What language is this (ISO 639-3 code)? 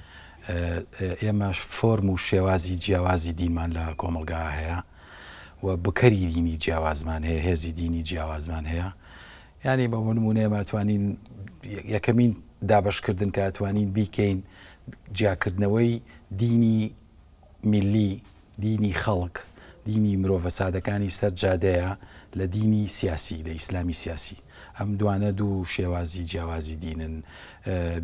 ckb